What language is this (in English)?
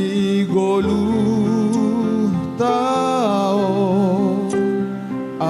Batak Simalungun